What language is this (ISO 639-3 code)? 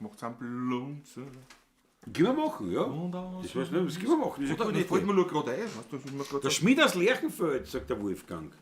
bar